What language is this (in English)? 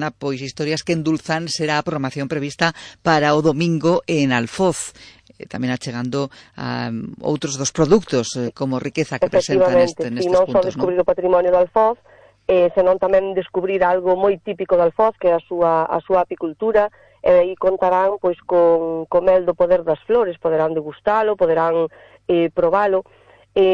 Galician